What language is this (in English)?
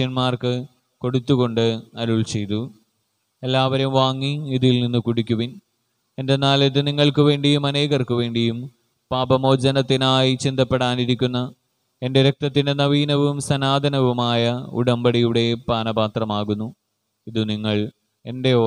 Malayalam